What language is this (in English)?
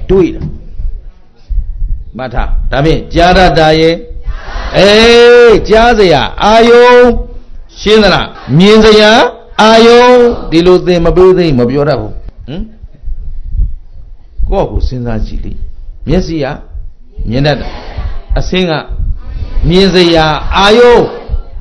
Burmese